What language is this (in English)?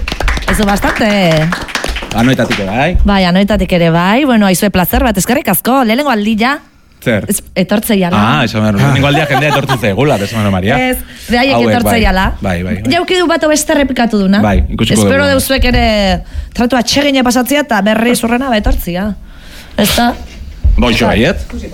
Basque